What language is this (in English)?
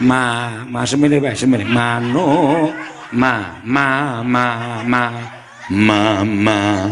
Javanese